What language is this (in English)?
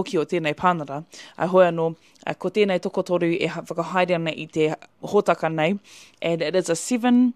Māori